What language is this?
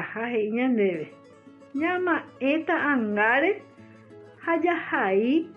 Guarani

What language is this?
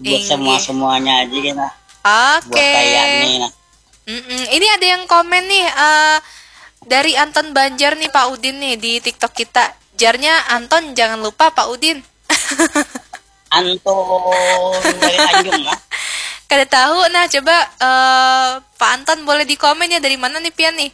Banjar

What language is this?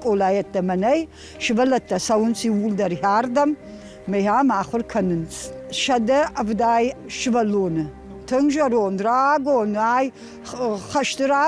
Ossetic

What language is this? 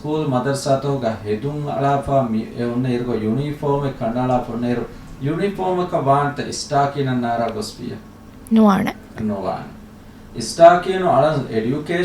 Divehi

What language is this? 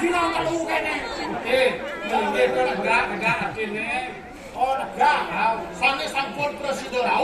Balinese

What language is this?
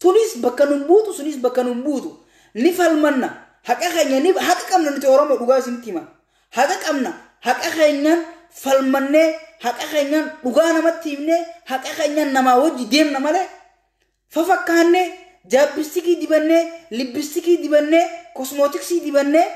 Oromo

